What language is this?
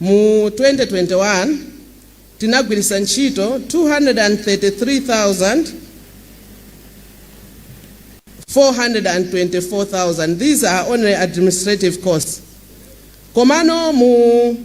Nyanja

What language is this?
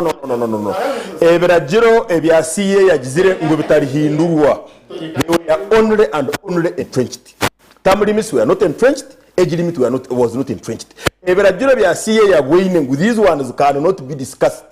Nyankole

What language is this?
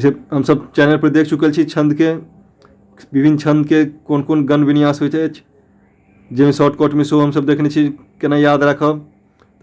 Maithili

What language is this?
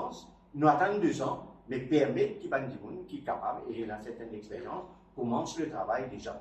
Morisyen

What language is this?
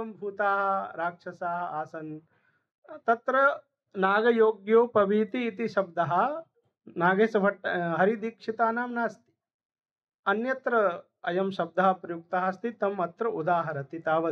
Sanskrit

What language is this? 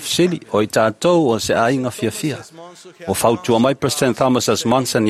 Samoan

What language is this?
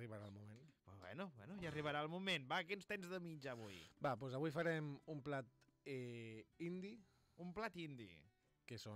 Catalan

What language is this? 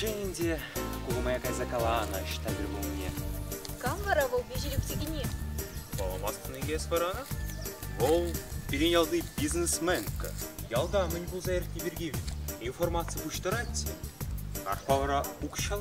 Chuvash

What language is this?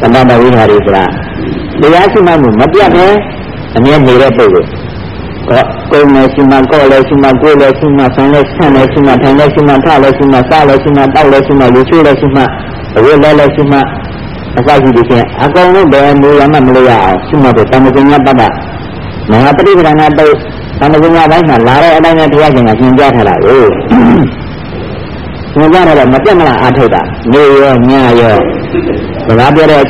Burmese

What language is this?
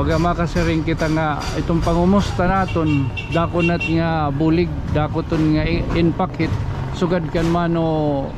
Waray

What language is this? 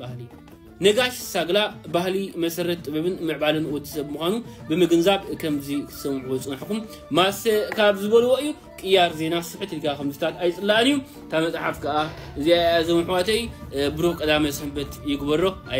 Tigrinya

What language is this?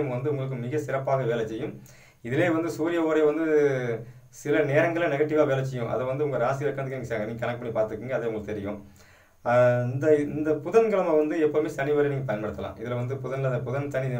Tamil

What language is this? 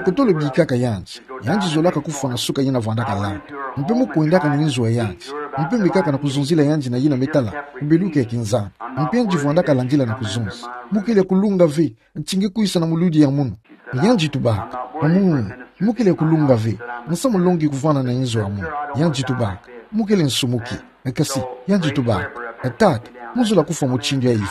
Kituba (Democratic Republic of Congo)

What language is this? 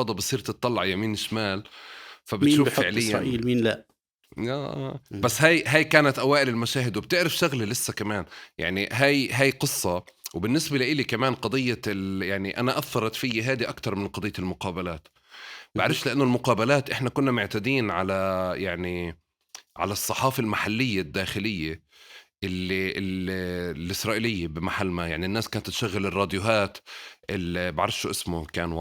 North Levantine Arabic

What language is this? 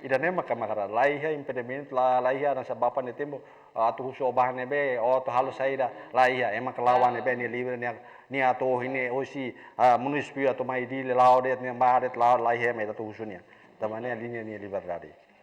Tetum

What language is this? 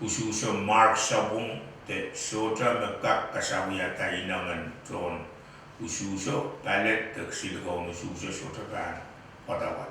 Pohnpeian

